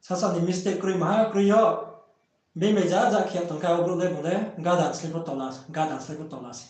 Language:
Riang (India)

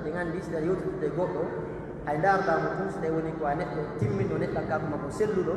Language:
Pular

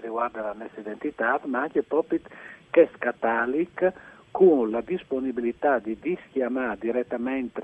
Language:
Friulian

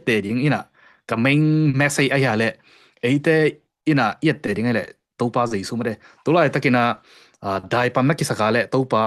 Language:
Tedim Chin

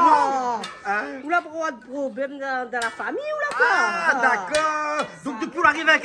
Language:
Réunion Creole French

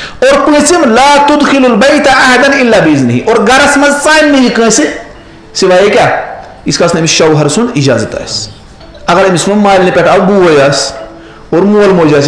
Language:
Kashmiri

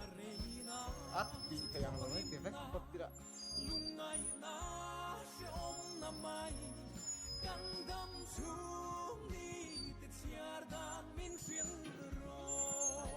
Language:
Mizo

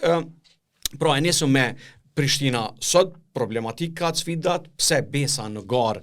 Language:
Albanian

